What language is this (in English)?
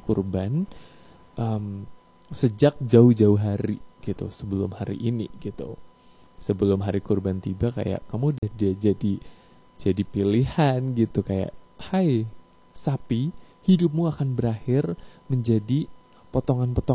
Indonesian